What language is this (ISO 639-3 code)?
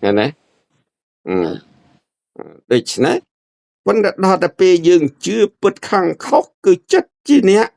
khm